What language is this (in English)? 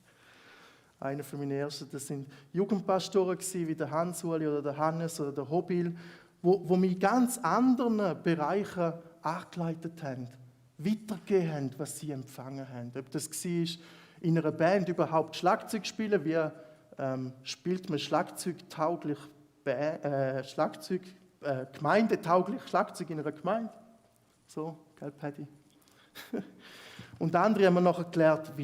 Swiss German